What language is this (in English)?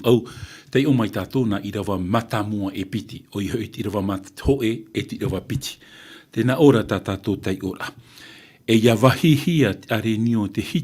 Tahitian